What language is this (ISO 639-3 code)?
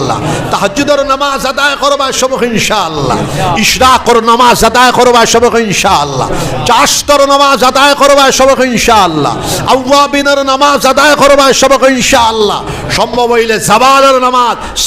syl